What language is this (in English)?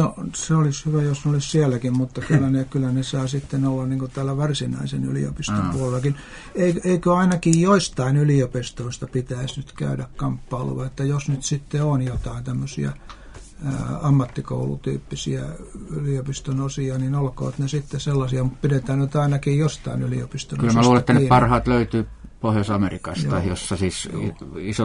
Finnish